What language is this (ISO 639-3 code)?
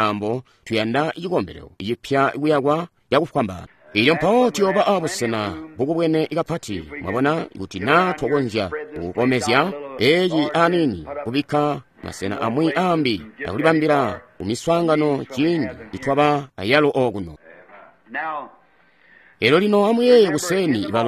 toi